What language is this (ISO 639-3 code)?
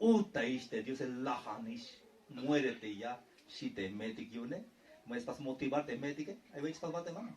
tzh